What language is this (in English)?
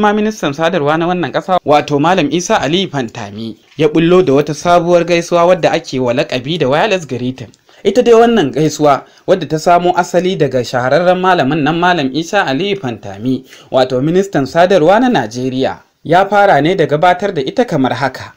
Hausa